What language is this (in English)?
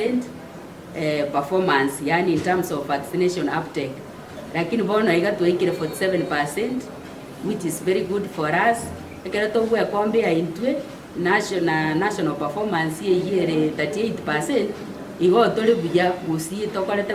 Gusii